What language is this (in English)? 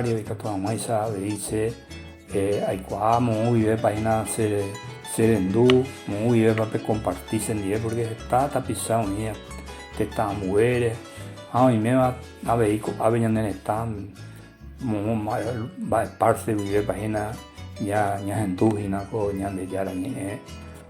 Guarani